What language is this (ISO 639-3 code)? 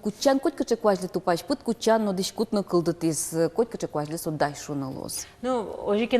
udm